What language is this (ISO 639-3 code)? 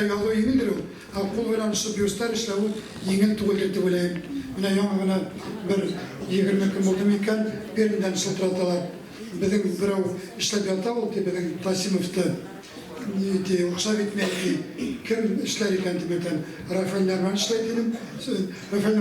bak